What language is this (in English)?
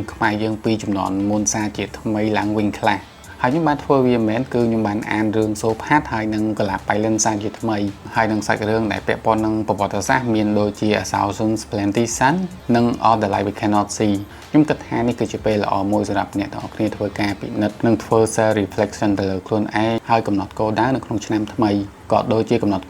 Khmer